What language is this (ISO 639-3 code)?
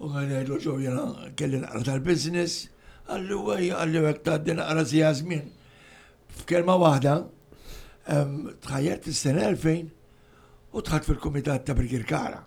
mlt